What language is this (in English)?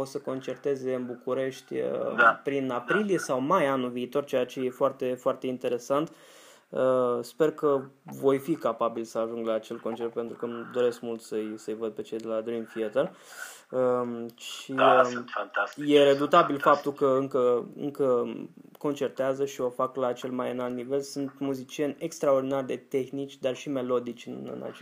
Romanian